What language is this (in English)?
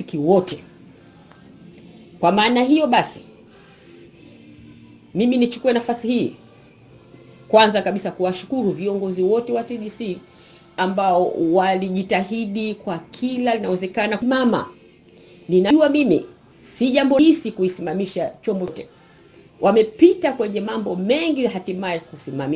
Swahili